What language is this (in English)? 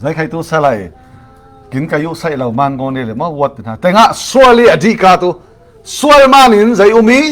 Falam Chin